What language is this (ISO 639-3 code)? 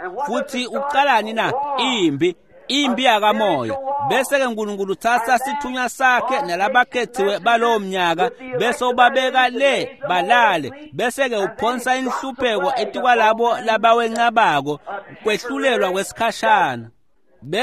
ssw